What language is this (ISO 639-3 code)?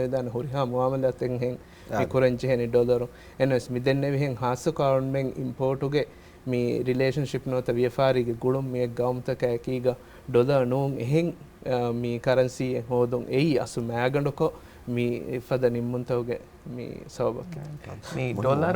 div